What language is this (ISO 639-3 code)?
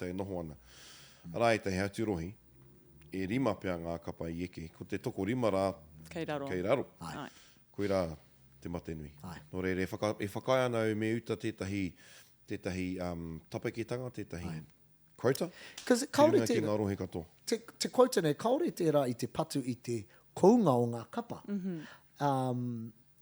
mri